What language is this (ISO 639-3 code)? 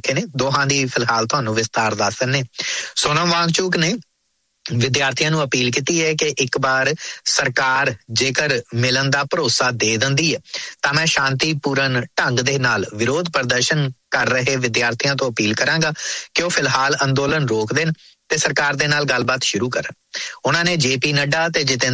pan